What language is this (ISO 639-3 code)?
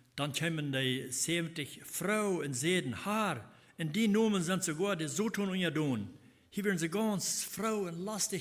pdt